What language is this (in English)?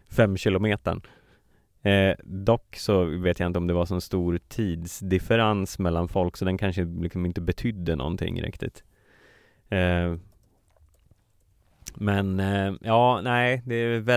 Swedish